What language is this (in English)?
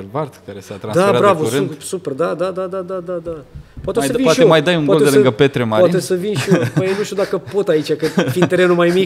Romanian